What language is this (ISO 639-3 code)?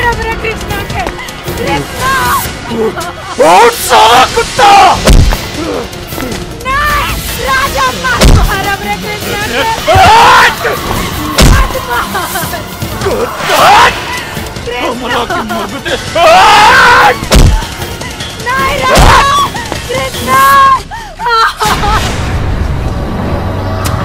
bho